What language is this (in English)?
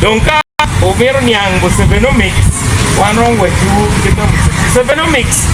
Acoli